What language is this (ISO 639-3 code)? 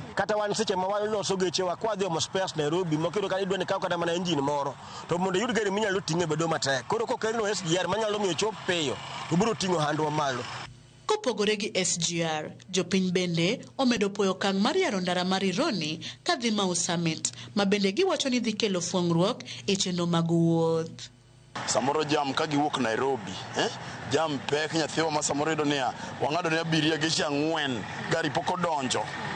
luo